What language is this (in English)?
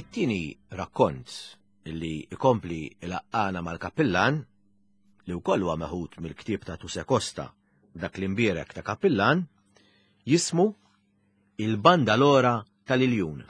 Maltese